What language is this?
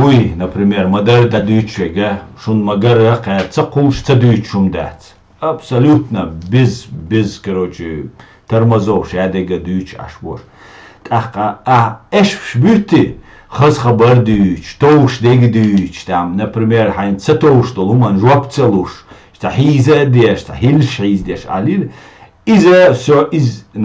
Chechen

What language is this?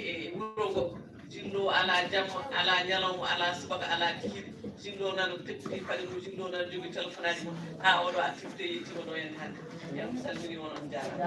Fula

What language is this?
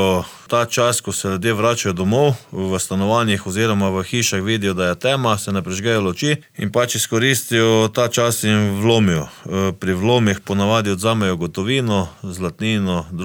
Slovenian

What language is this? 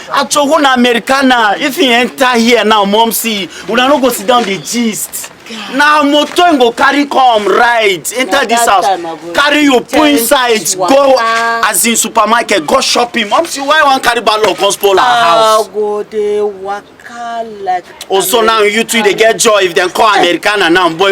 Nigerian Pidgin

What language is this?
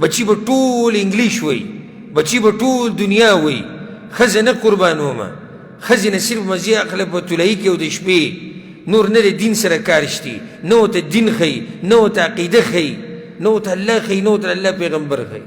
Pashto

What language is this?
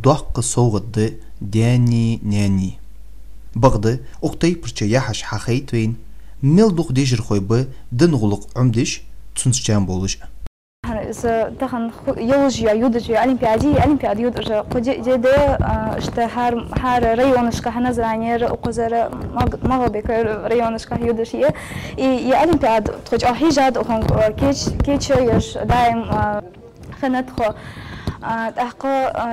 Ingush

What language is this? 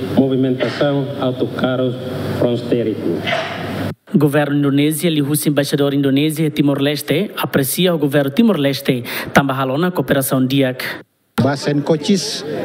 Tetum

